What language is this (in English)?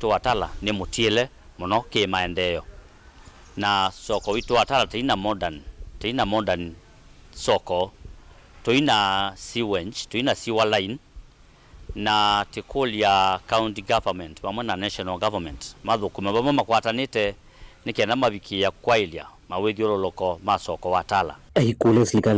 Kamba